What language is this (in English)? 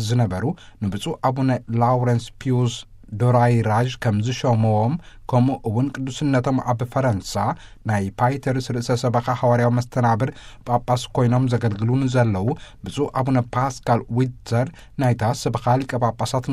Tigrinya